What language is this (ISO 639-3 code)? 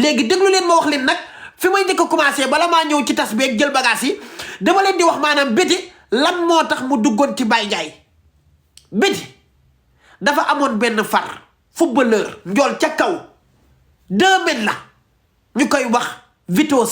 wol